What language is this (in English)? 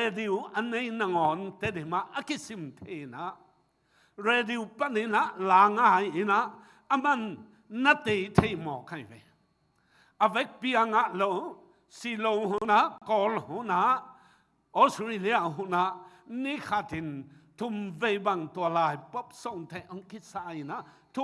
Tedim Chin